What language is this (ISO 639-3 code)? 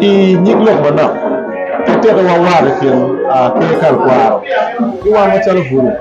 ach